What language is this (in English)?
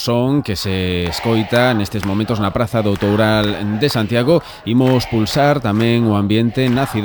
Galician